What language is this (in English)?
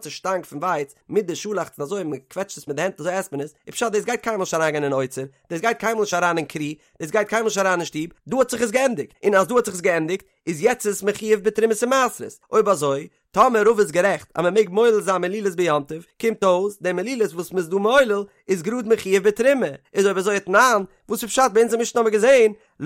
Yiddish